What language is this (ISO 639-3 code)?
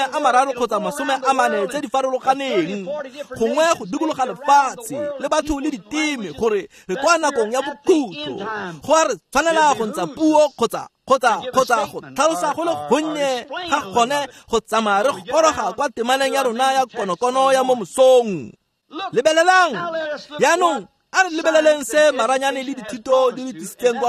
tsn